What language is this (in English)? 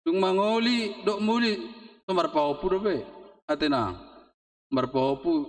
Batak Toba